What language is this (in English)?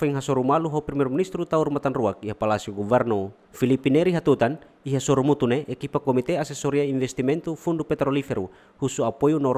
Tetum